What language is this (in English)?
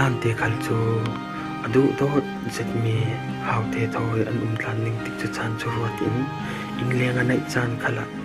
Falam Chin